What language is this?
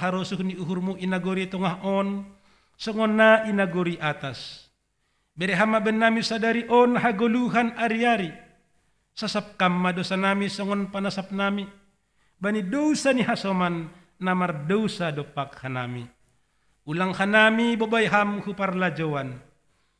Batak Simalungun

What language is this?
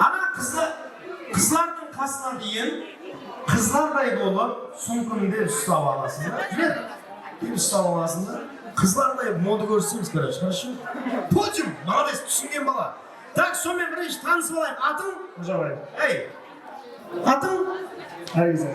Kara-Kalpak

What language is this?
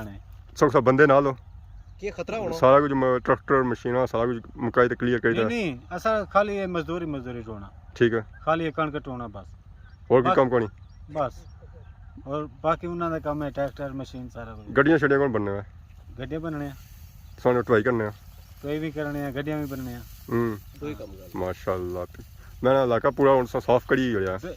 Pahari-Potwari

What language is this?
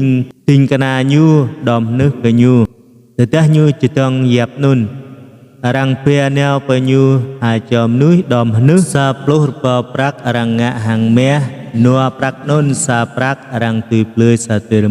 Jarai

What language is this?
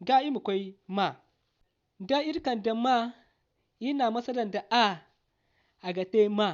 Zarma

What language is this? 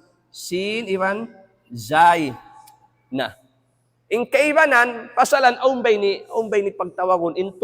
Tausug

